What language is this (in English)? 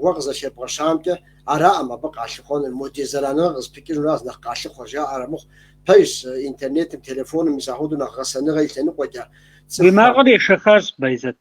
Kabardian